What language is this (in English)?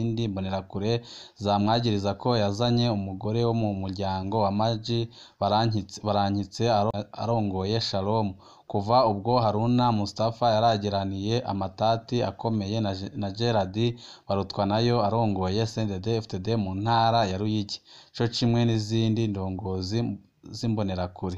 Rundi